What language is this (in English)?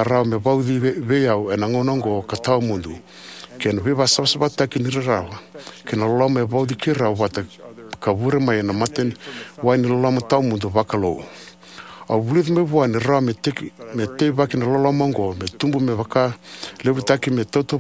Fijian